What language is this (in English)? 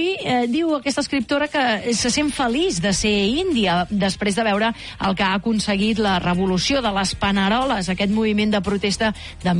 Catalan